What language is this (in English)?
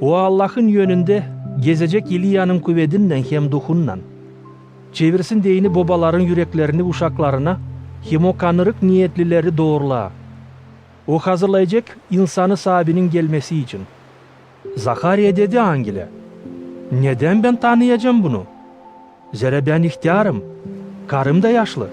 Gagauz